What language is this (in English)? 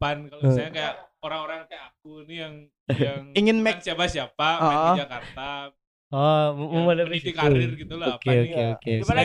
Indonesian